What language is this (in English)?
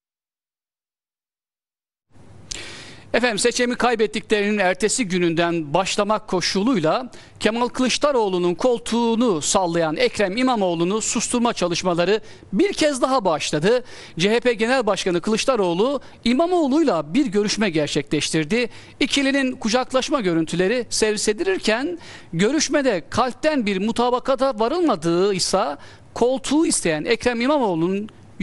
Turkish